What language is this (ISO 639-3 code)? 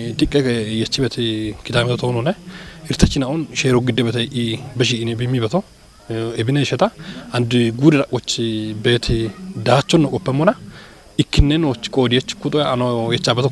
kbr